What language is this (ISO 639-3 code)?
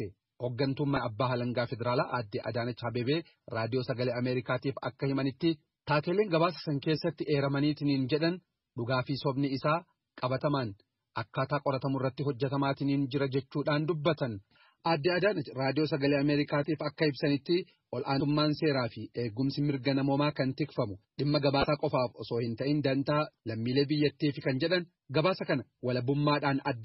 orm